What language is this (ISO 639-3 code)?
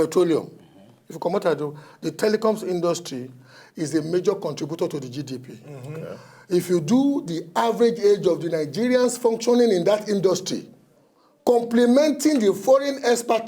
pcm